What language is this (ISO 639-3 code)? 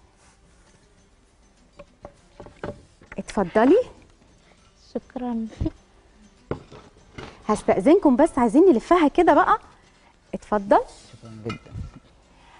arz